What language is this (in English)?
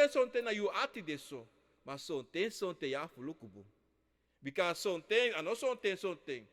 Sranan Tongo